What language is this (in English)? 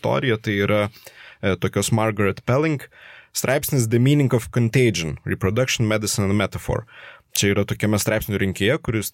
Lithuanian